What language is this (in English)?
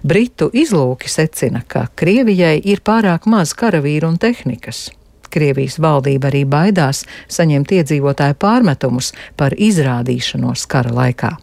Latvian